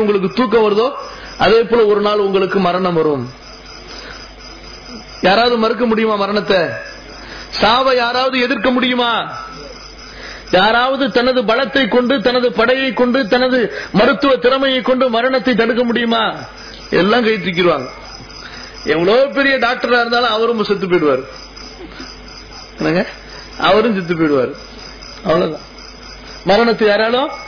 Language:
Tamil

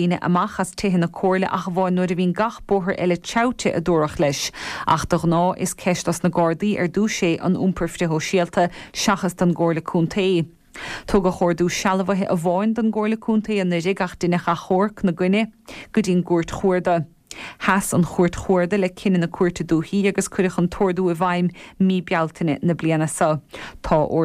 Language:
Irish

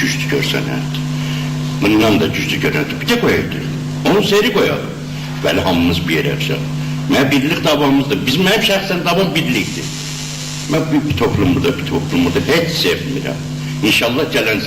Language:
South Azerbaijani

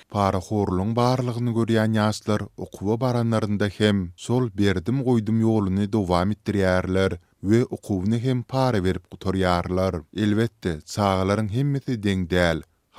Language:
Turkmen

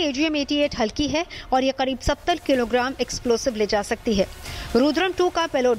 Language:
Hindi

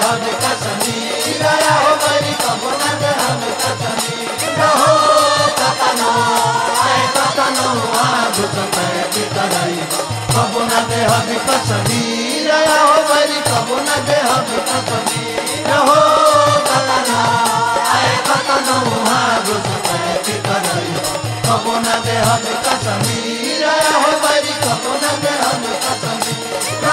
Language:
Bhojpuri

